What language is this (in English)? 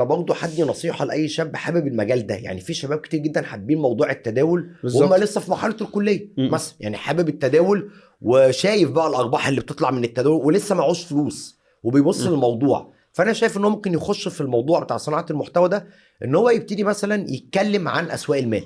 Egyptian Arabic